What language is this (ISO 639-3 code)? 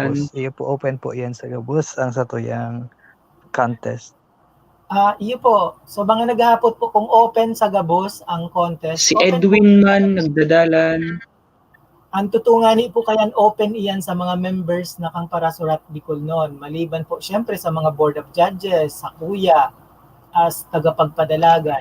bik